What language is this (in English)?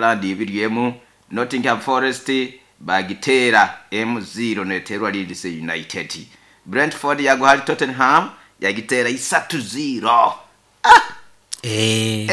Nyoro